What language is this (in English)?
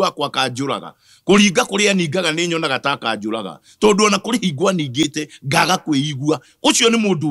Kikuyu